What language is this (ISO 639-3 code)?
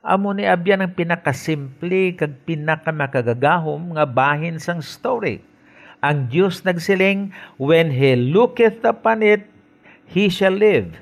hil